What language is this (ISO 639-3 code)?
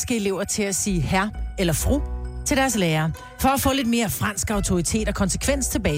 dan